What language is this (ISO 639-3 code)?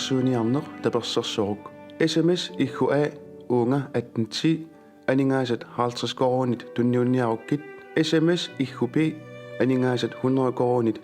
kal